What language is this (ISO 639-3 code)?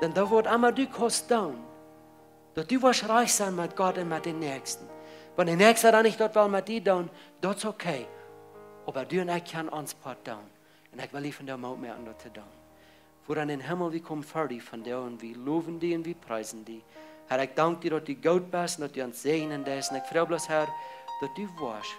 pdt